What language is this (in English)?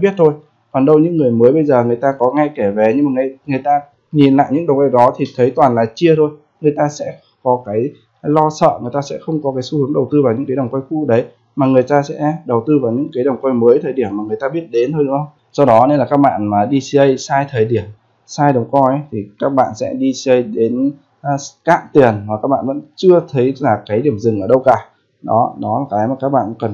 Vietnamese